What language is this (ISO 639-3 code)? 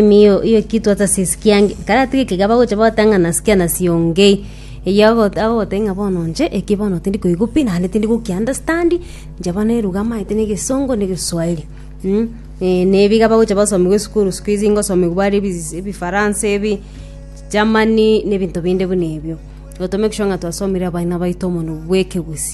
guz